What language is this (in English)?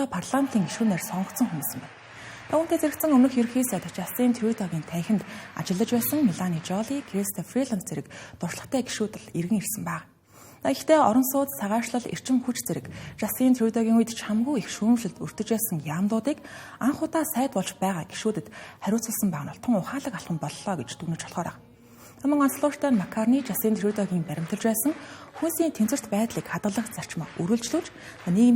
Mongolian